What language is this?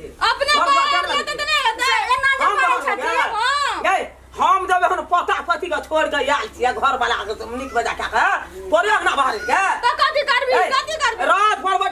Maithili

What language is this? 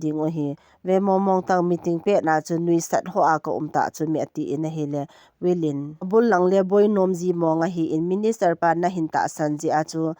Thado Chin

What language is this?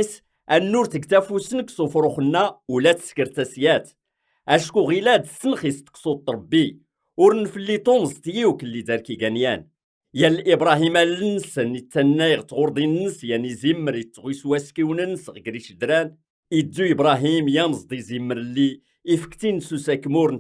Kabyle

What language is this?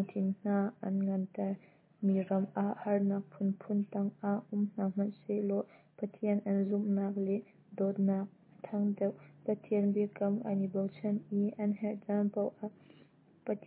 Hakha Chin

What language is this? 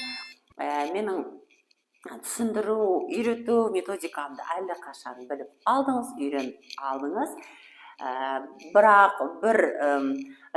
Kara-Kalpak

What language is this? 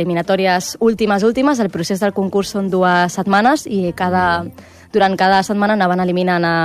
Catalan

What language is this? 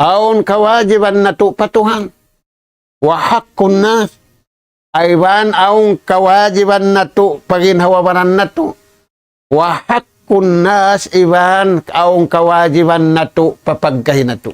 Tausug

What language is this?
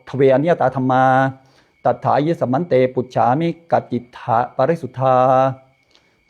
Pali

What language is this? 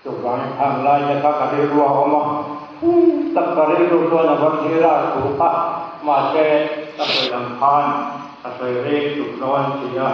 Mizo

